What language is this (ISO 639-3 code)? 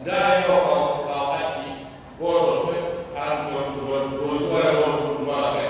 fuf